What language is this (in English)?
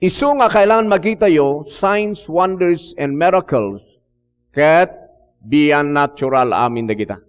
Iloko